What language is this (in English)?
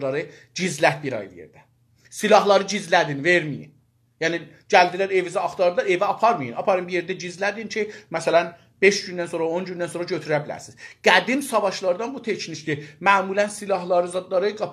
South Azerbaijani